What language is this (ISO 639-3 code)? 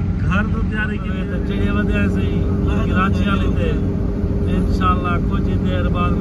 skr